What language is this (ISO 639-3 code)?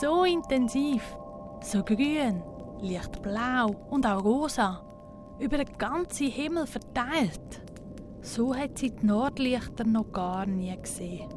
gsw